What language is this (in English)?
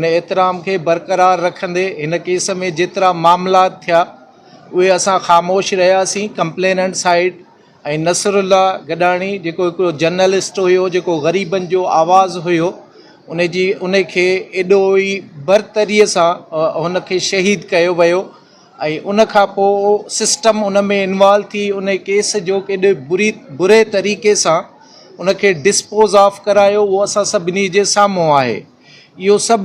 Sindhi